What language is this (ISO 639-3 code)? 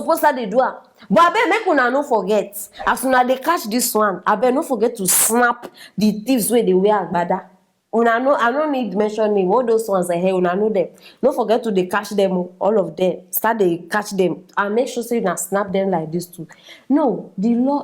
pcm